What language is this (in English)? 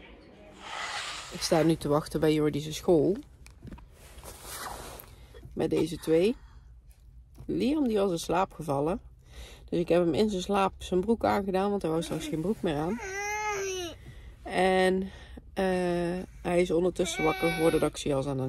Dutch